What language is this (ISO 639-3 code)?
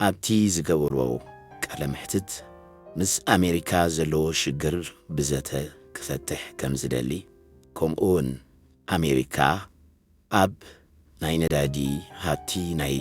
tir